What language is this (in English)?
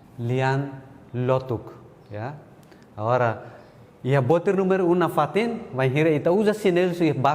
Tetum